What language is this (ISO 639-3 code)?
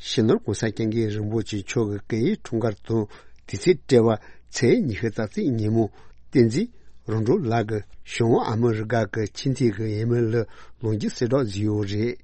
bod